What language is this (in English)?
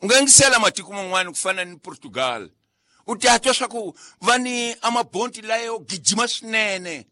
Tsonga